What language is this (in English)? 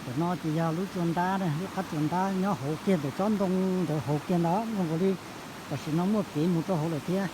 Hmong